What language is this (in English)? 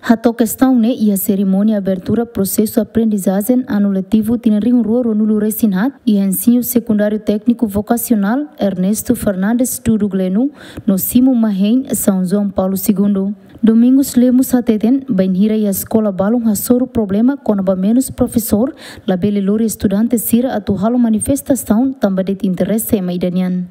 Tetum